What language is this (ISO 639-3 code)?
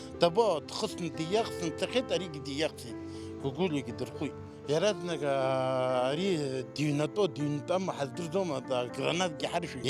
abk